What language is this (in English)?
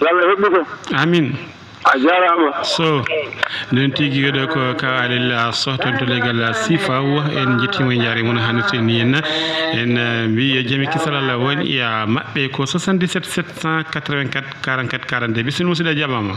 Fula